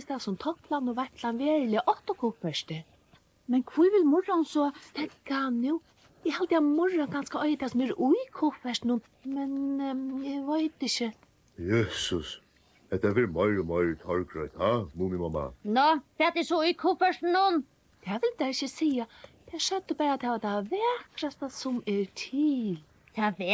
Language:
Faroese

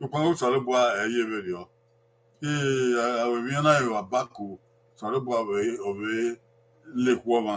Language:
Bini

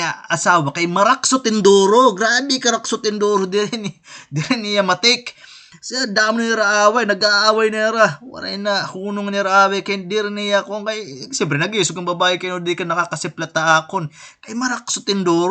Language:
Waray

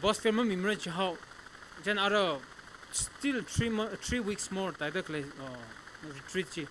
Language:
Tangkhul Naga (India)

